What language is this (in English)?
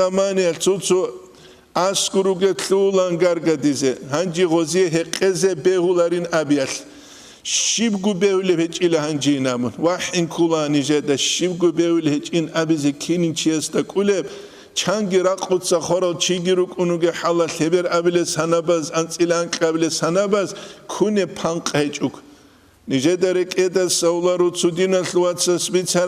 Avaric